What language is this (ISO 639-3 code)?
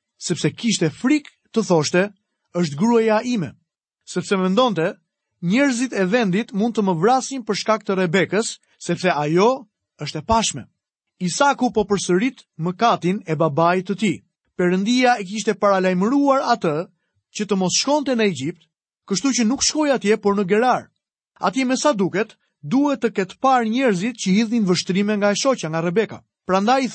sqi